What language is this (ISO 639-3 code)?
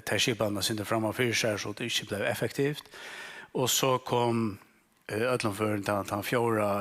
fao